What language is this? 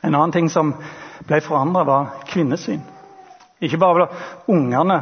Norwegian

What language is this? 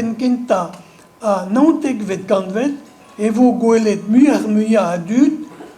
Breton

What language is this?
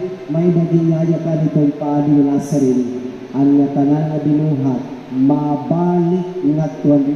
Waray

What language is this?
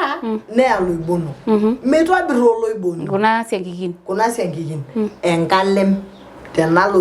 Masai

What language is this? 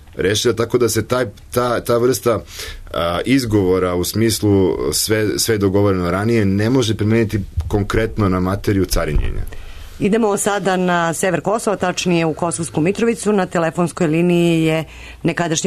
Serbian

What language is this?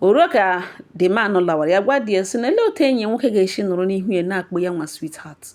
Igbo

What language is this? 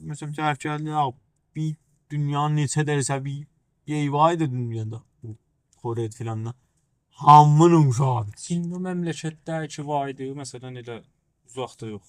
South Azerbaijani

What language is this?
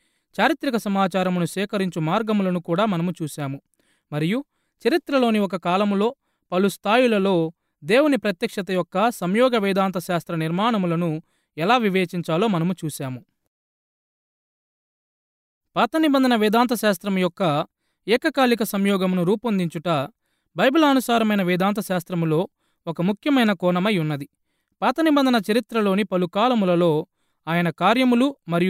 Telugu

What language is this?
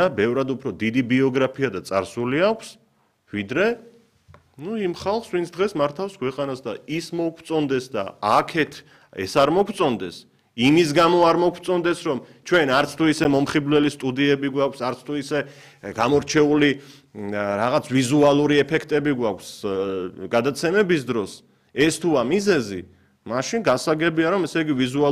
Georgian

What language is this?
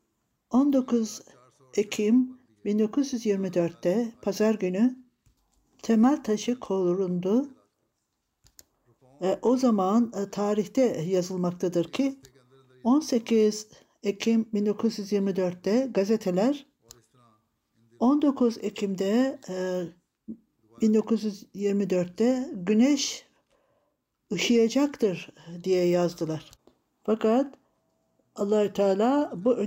Turkish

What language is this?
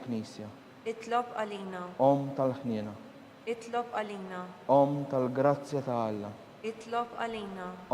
Maltese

